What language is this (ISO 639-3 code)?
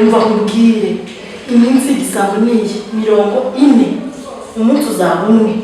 kin